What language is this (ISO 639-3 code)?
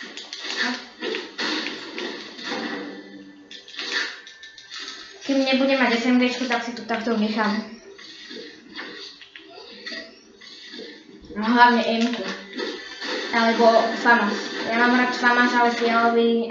slk